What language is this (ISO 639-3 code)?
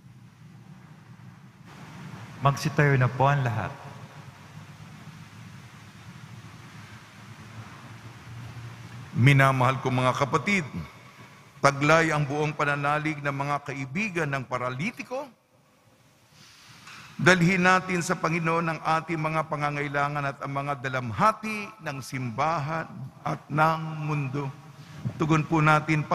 fil